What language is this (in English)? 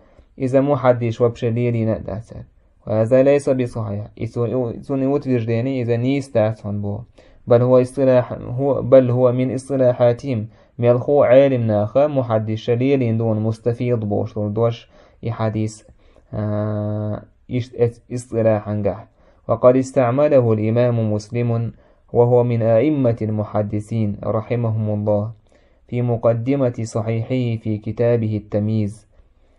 Chechen